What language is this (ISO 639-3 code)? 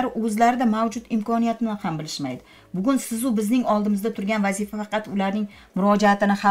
uzb